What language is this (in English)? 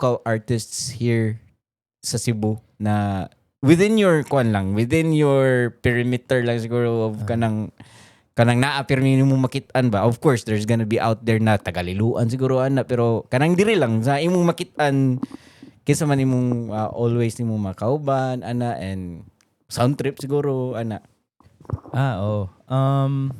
Cebuano